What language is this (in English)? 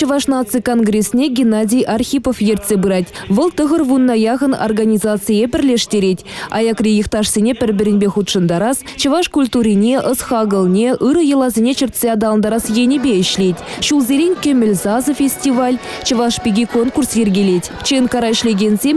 Chuvash